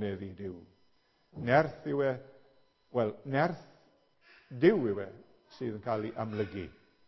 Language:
Welsh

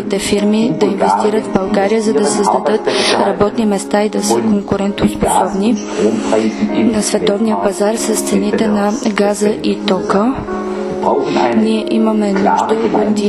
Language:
Bulgarian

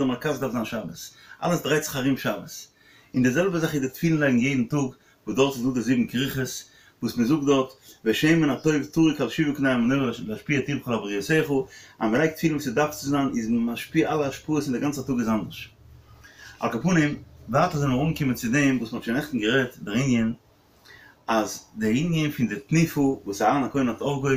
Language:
Yiddish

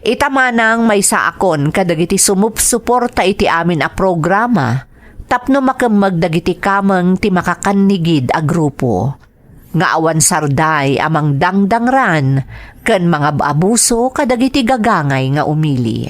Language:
Iloko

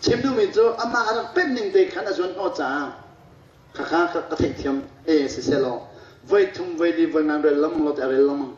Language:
Hakha Chin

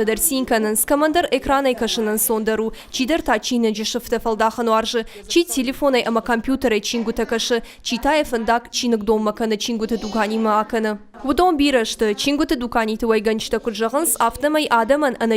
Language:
Ossetic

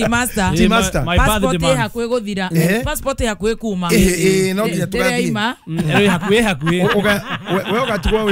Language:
Kikuyu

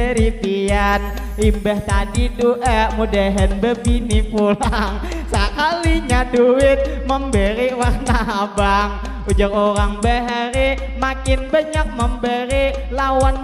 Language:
Banjar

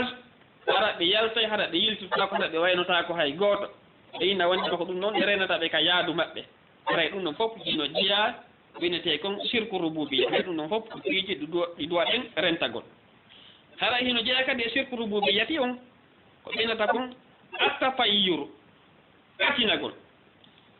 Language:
Fula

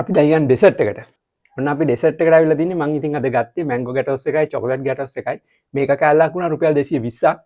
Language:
Sinhala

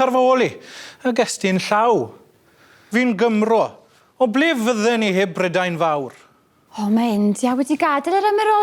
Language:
Welsh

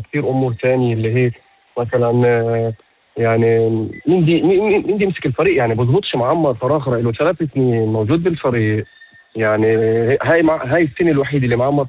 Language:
North Levantine Arabic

